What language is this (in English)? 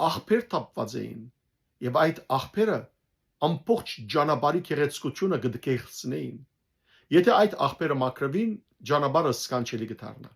Western Armenian